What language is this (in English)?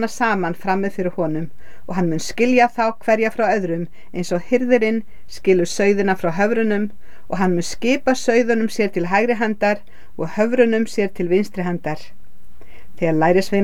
Icelandic